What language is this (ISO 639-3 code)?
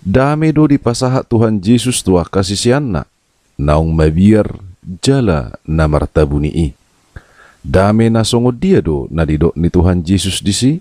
bbc